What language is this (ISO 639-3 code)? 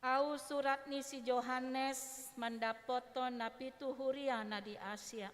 bbc